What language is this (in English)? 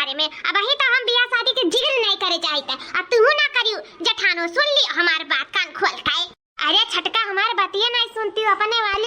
Awadhi